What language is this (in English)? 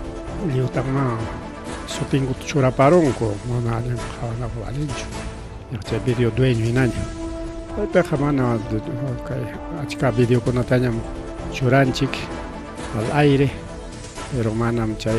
Ayacucho Quechua